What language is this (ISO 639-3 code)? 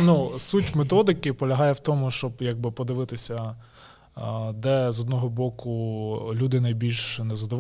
ukr